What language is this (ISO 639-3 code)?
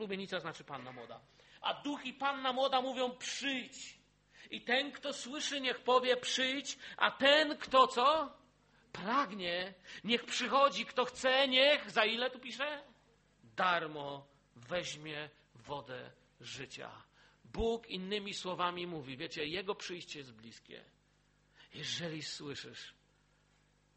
pol